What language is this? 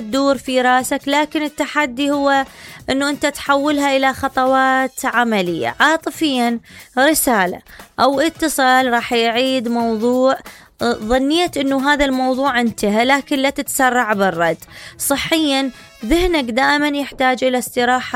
Mesopotamian Arabic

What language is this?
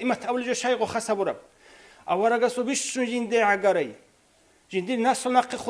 Avaric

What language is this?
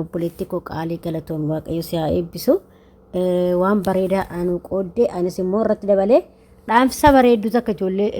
Oromo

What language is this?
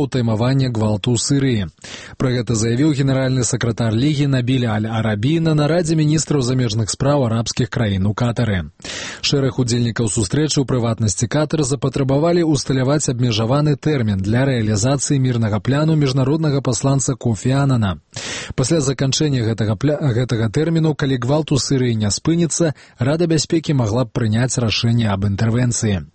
Belarusian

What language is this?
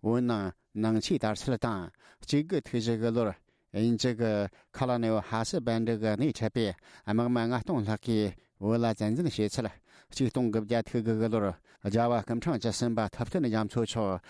Tibetan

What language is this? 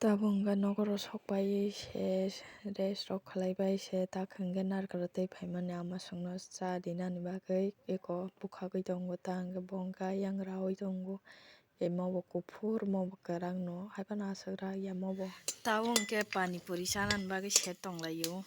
Kok Borok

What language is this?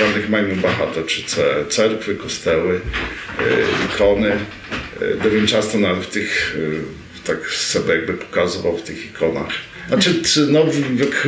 Rusyn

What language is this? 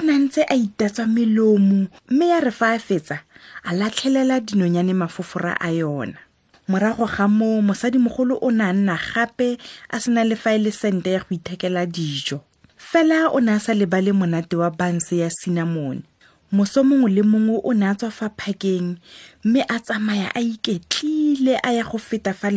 Tswana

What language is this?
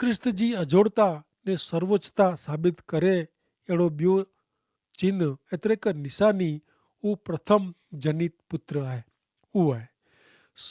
Kachhi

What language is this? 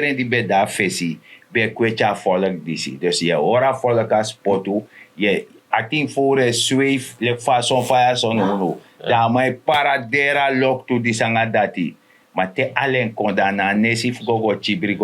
Sranan Tongo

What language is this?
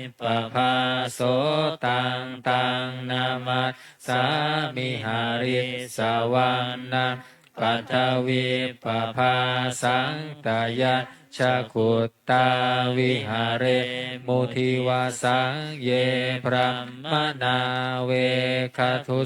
Pali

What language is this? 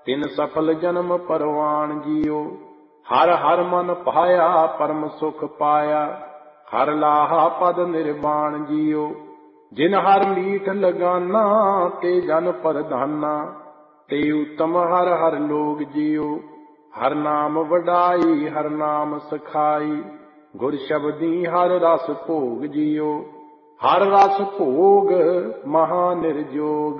Punjabi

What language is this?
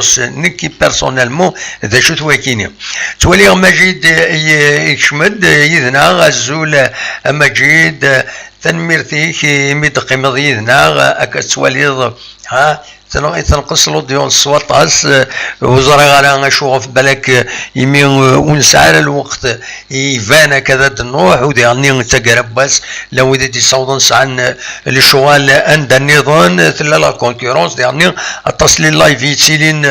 Kabyle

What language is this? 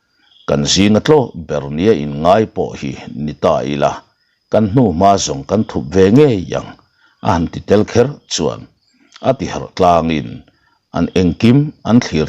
Mizo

